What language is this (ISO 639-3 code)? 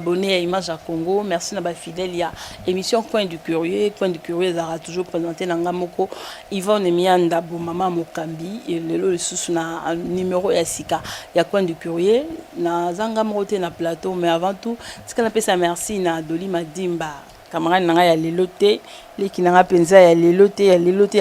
lin